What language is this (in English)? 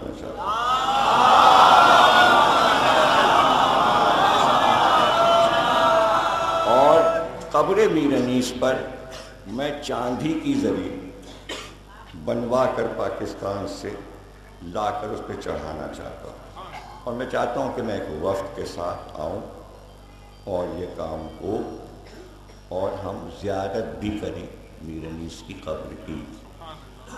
Urdu